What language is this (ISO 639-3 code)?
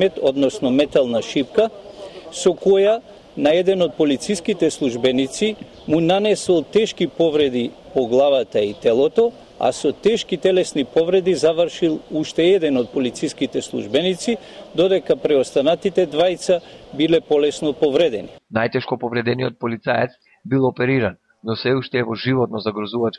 mkd